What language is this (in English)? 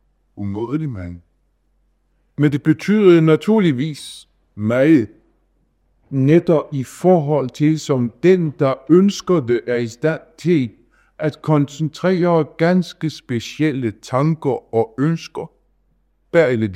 Danish